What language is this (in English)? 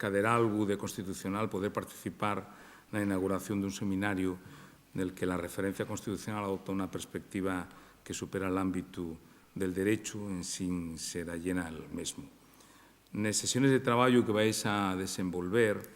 Asturian